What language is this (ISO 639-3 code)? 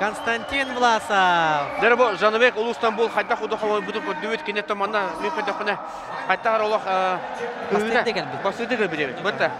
sah